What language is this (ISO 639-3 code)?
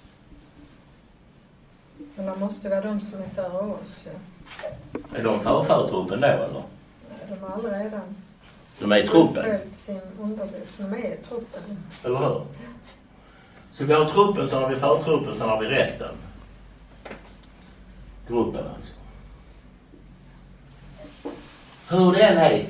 swe